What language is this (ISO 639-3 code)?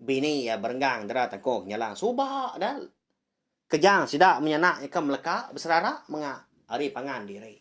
iba